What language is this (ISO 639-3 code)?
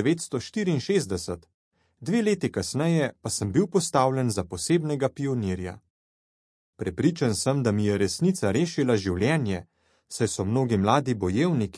slv